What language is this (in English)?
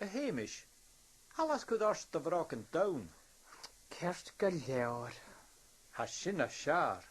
Scottish Gaelic